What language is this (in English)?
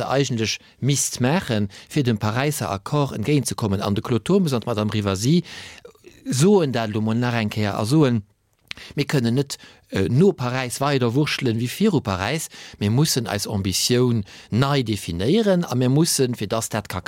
Luxembourgish